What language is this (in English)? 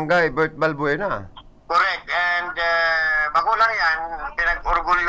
Bikol